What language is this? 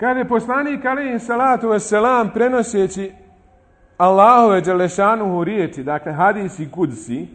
Bosnian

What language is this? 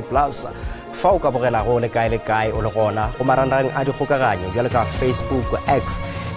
Northern Sotho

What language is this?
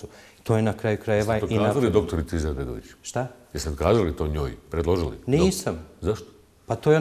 Bosnian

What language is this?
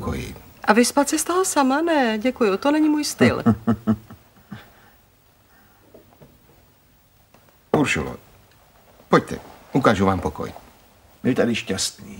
Czech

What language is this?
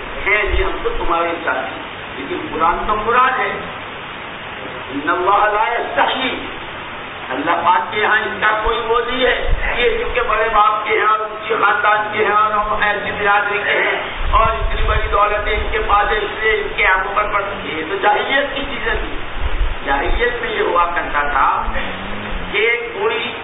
Urdu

